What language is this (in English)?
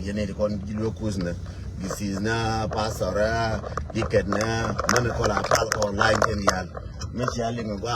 Nuer